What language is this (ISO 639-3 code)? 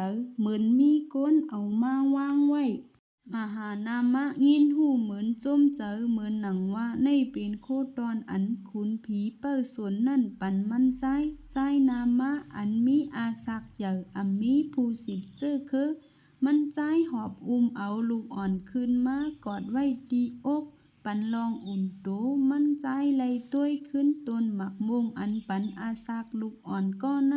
shn